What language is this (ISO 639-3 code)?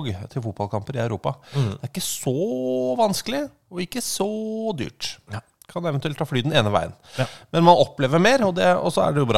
nor